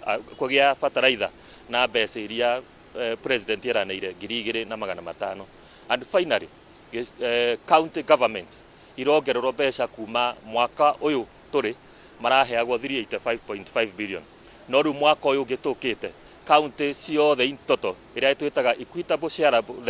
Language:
Kikuyu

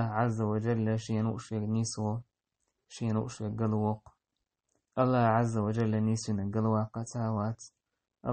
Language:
Chechen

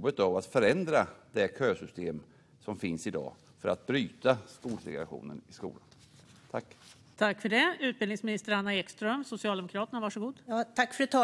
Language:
Swedish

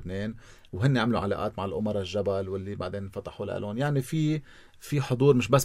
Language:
North Levantine Arabic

